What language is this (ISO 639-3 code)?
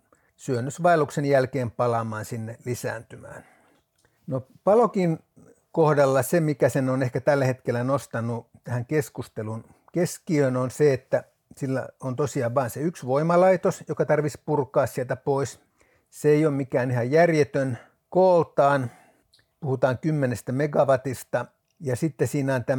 fin